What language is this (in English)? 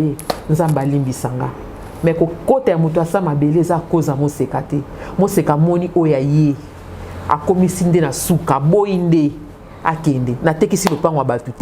Lingala